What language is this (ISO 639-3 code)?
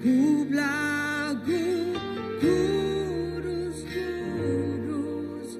iba